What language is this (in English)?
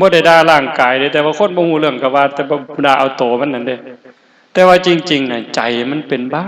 Northeastern Thai